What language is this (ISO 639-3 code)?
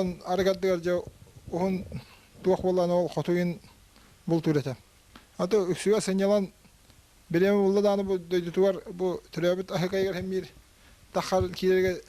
sah